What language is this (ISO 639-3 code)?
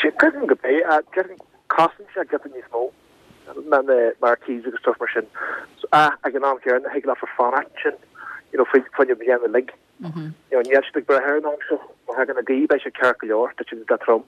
gle